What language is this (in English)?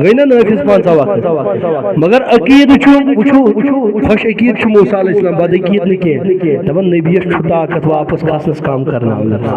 Kashmiri